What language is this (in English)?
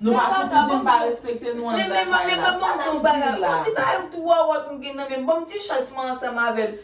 Haitian Creole